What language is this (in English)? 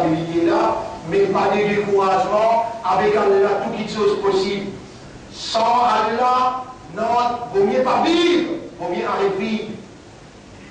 Morisyen